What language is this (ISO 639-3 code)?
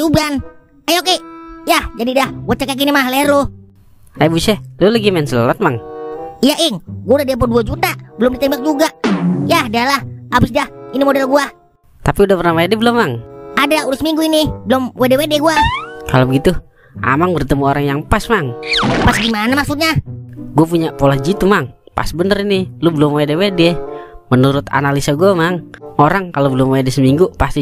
bew